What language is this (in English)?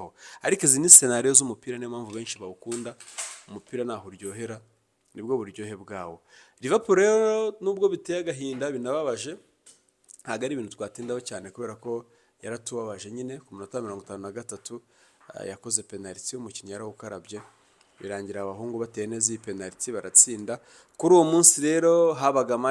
Kinyarwanda